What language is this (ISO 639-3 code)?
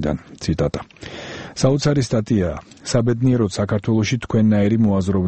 kat